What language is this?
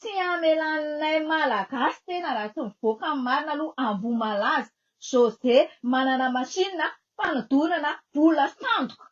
Malagasy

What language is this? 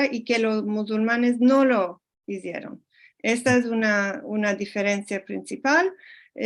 Ladino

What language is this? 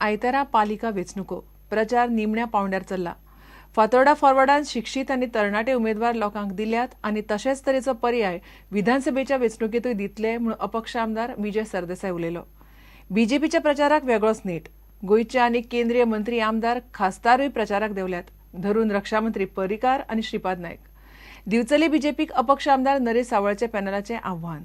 Konkani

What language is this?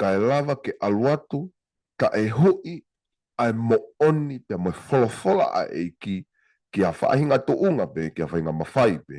Tongan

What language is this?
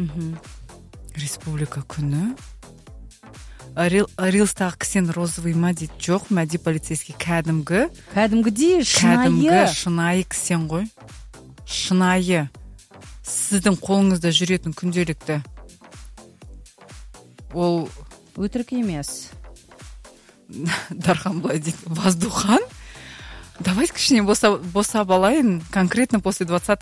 Kazakh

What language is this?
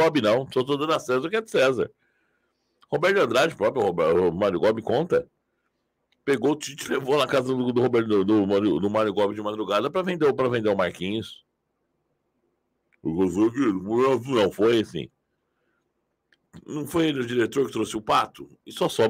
Portuguese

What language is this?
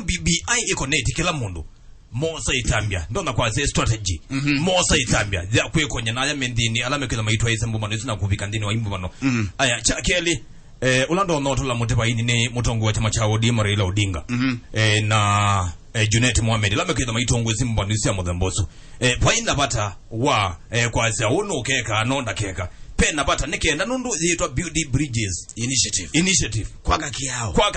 Kamba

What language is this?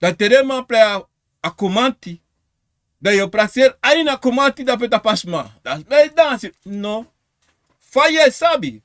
Sranan Tongo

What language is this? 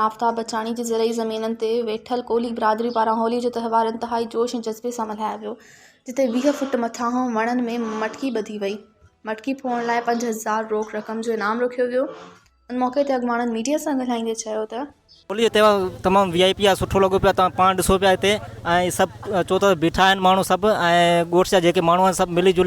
Sindhi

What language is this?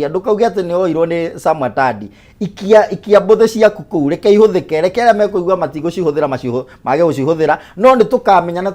Kikuyu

